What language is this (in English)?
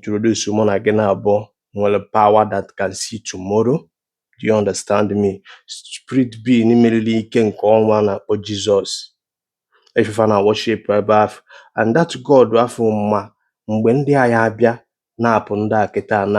Igbo